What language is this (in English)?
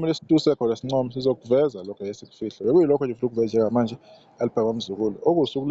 Zulu